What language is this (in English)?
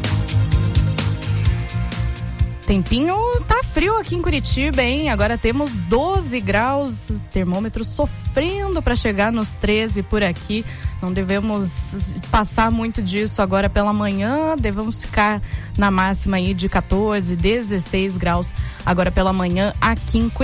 Portuguese